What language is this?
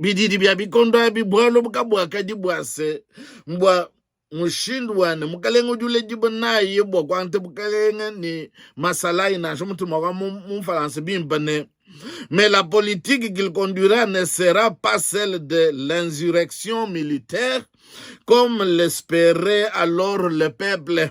Luba-Lulua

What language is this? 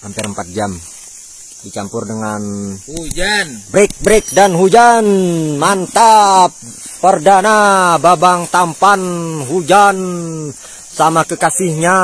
Banjar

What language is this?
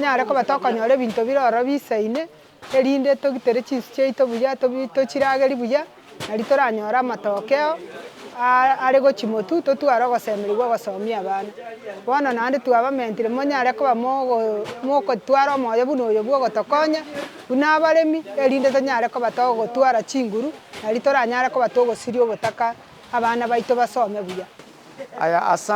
Gusii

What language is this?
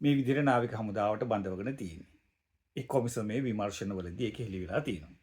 Sinhala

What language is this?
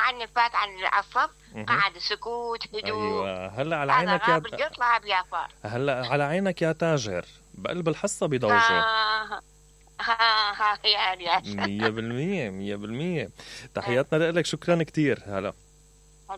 Mesopotamian Arabic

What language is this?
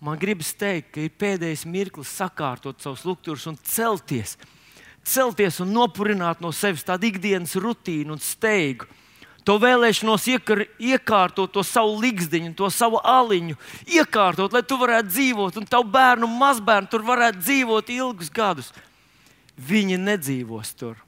Latvian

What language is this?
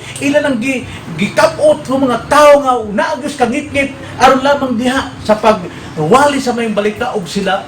Cebuano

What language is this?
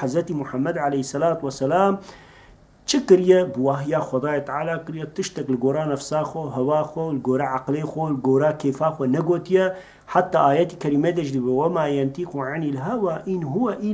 Kurdish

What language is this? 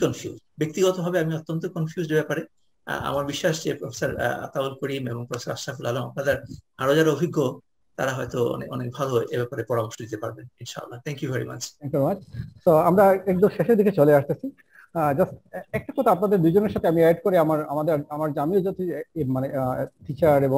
Bangla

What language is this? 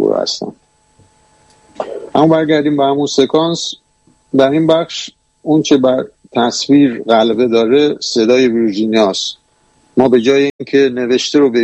Persian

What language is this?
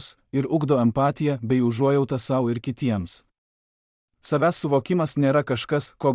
Lithuanian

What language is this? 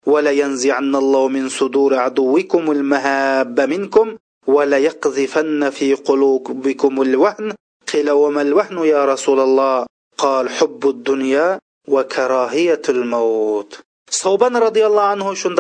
Uyghur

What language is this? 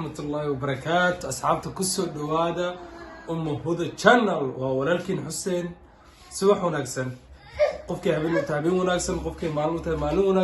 Somali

